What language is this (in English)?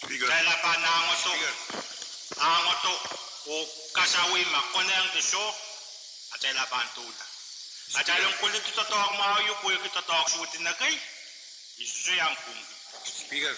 Pohnpeian